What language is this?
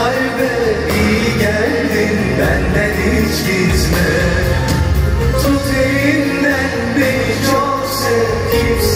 Turkish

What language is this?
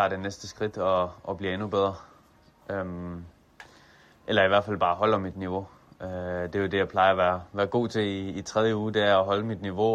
Danish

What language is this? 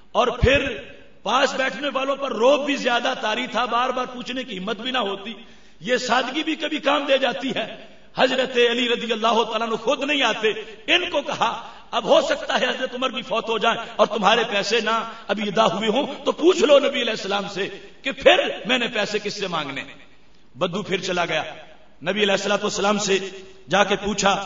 Urdu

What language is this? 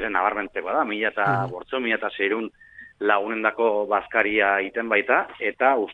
Basque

